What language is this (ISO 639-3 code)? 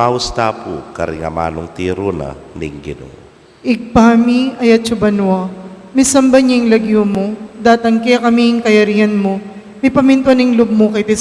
pam